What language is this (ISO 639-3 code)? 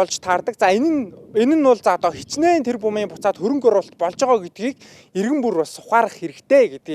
mon